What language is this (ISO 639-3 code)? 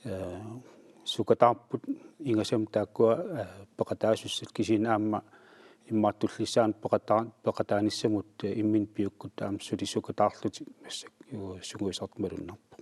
kal